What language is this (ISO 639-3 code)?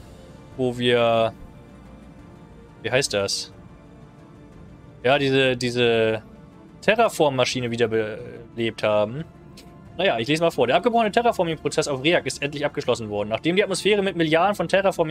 deu